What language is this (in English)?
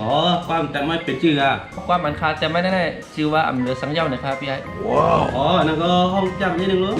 Shan